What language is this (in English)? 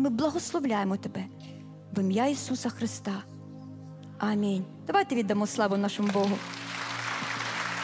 Ukrainian